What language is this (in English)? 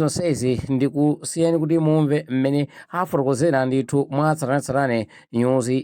Nyanja